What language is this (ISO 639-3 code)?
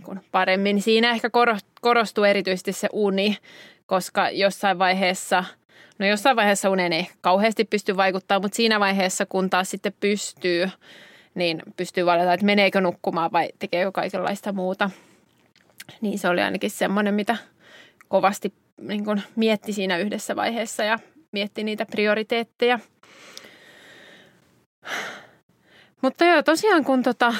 fin